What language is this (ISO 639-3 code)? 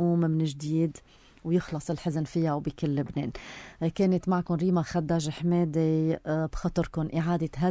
apc